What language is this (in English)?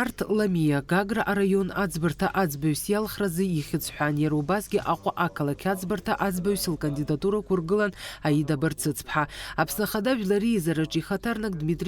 Abkhazian